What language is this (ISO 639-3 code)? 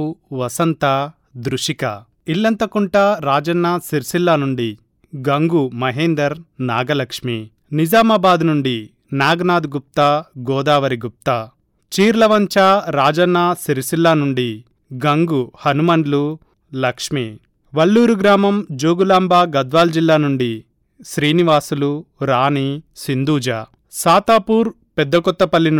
tel